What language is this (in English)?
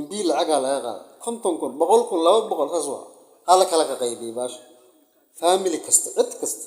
Somali